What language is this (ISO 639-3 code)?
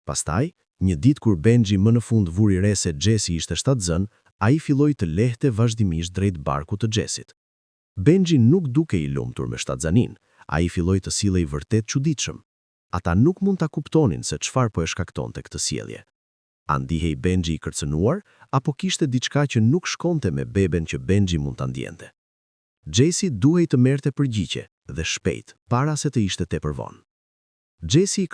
sqi